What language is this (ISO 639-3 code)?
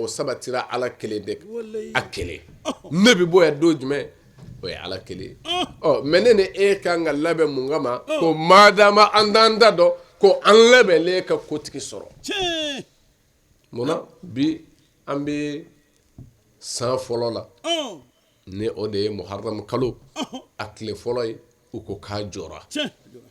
bam